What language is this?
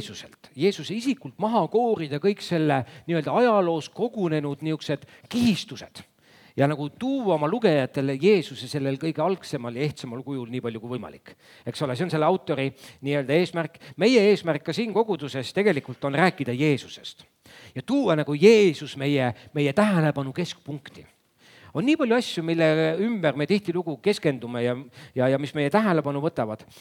Estonian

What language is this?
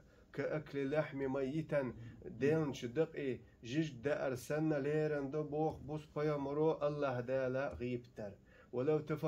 Chechen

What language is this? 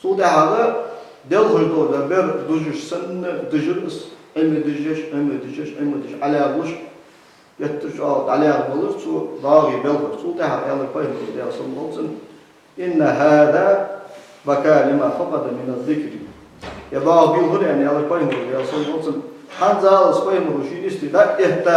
Ingush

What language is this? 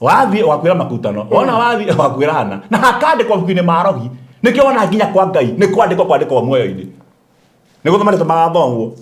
Kikuyu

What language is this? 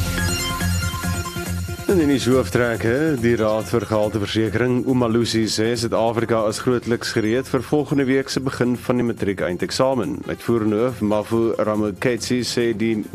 Afrikaans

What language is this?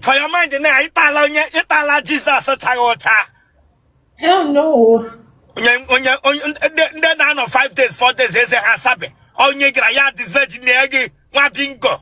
Igbo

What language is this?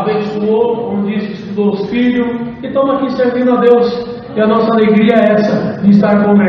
Portuguese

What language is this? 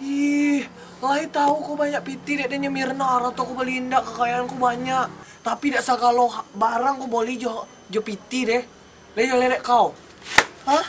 Minangkabau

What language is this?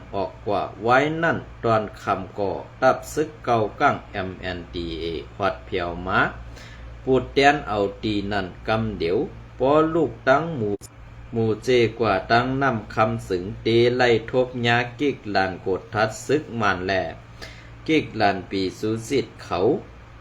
Shan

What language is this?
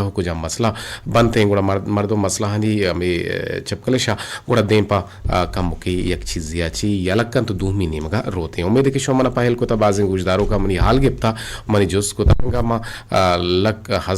Eastern Balochi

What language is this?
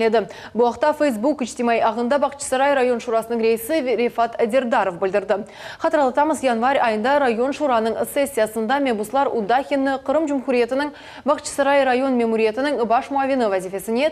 Crimean Tatar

